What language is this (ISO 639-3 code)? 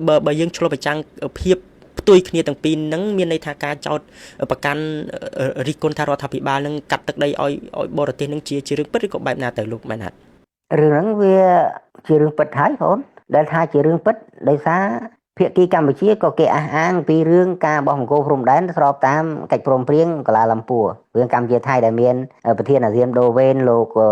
khm